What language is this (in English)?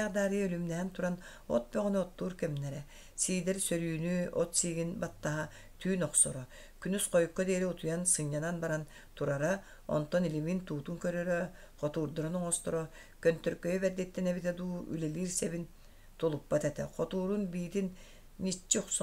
Yakut